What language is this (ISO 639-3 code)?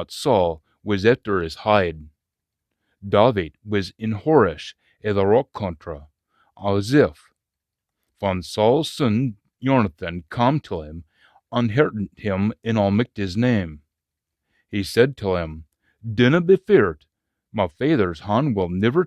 sco